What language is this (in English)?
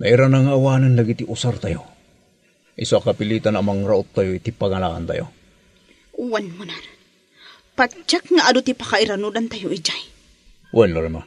Iloko